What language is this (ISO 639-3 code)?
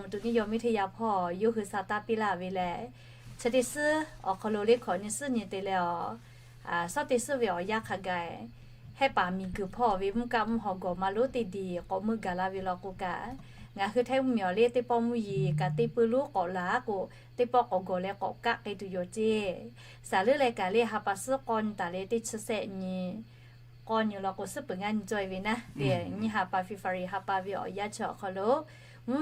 lhu